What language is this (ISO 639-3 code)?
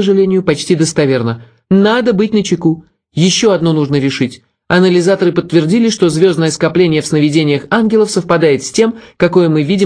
rus